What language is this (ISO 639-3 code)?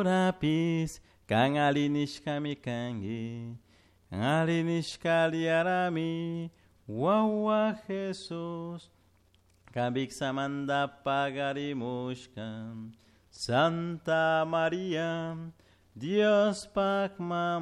qug